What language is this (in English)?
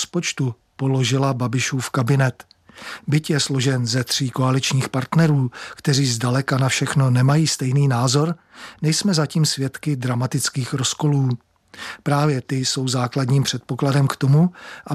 Czech